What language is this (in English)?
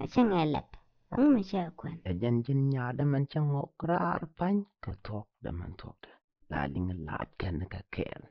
Nuer